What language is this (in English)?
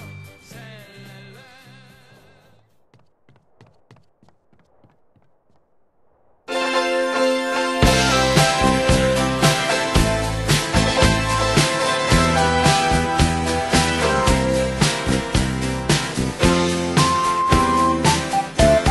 Estonian